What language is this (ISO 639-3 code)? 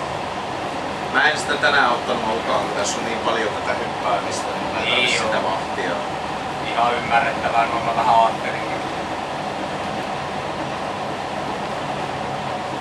fin